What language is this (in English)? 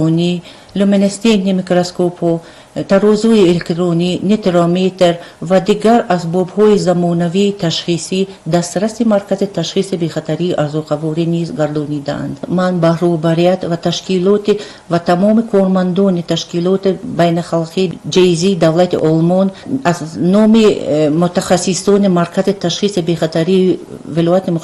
Tajik